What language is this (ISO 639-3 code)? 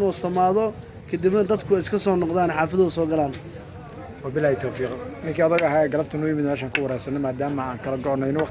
som